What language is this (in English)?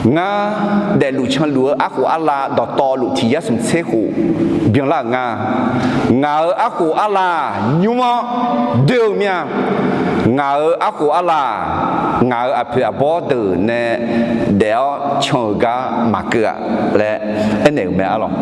Akha